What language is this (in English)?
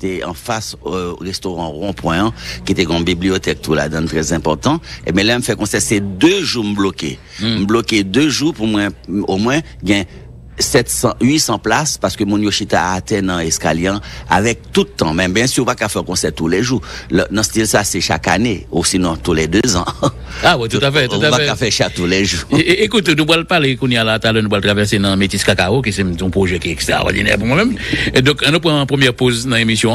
French